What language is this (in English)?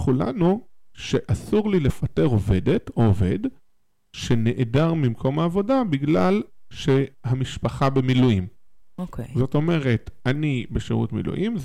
Hebrew